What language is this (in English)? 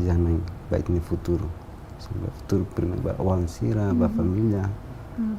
Tetum